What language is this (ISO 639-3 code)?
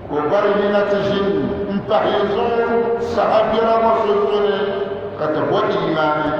dag